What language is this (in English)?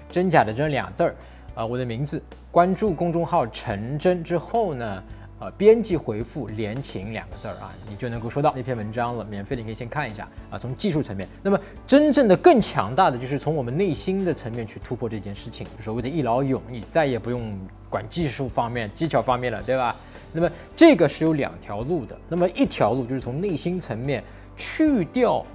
Chinese